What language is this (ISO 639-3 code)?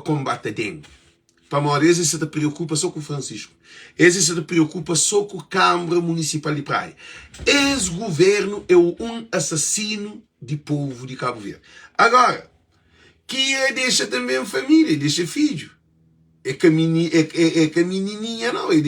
kea